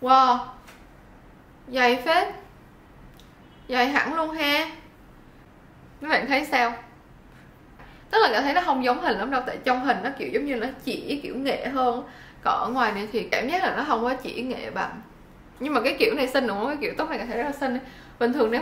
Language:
Vietnamese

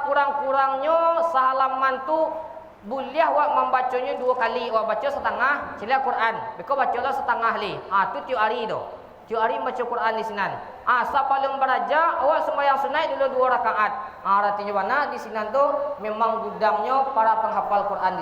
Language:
Minangkabau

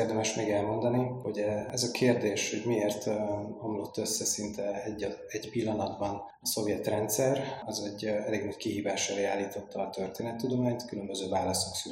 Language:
Hungarian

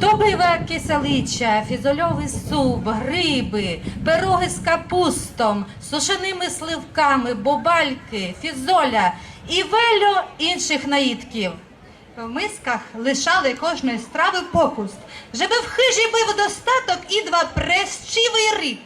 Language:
Rusyn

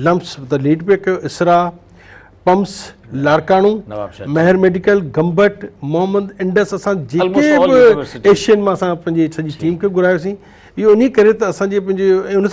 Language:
Sindhi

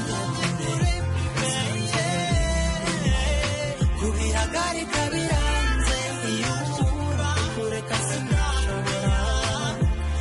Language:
Kinyarwanda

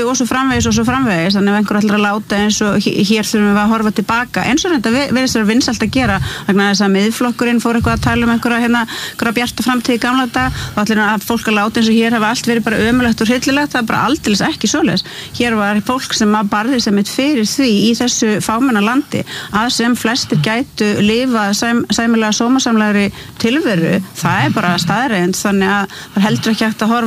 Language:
Icelandic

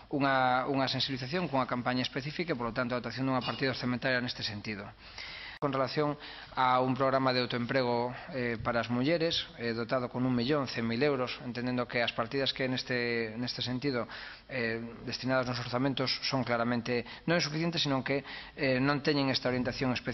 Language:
Galician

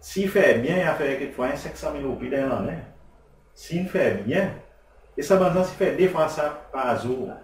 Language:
Seselwa Creole French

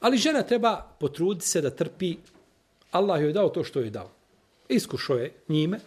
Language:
Serbian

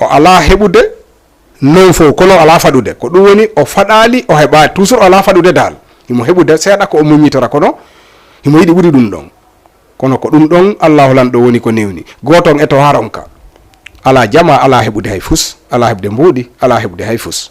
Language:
Fula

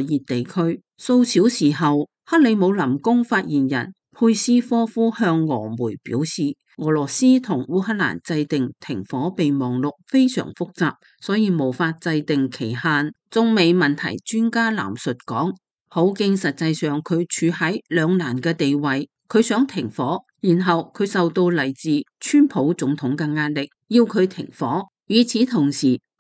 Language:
Cantonese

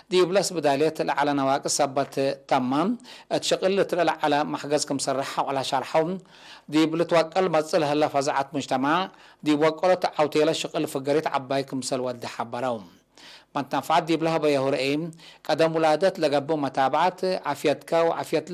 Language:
Tigre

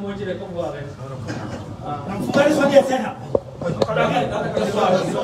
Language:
Swahili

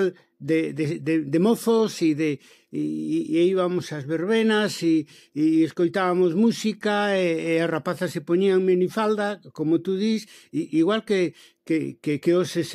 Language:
Galician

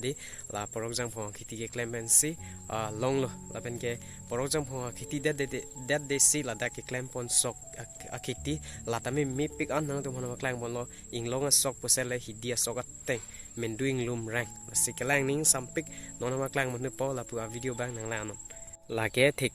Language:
Karbi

